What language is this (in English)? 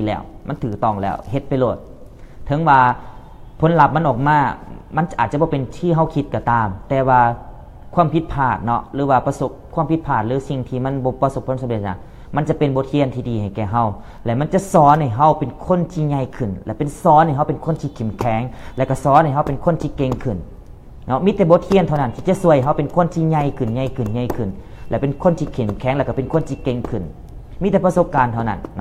Lao